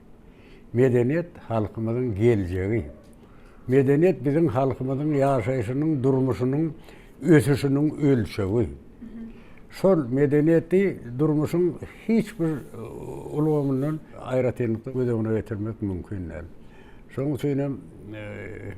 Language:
Turkmen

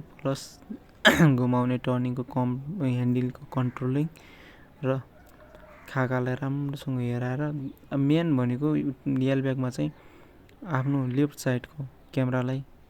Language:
Nepali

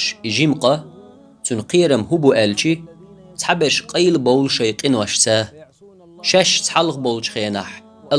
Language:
Chechen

